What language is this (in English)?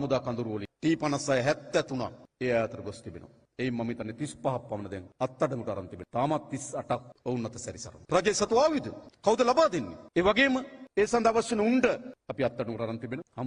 Sinhala